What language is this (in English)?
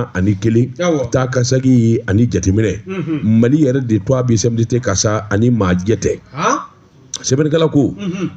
Bambara